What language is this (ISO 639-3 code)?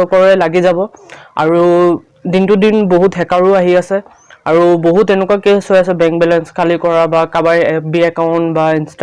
asm